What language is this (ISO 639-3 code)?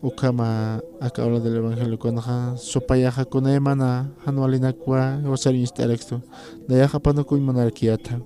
aym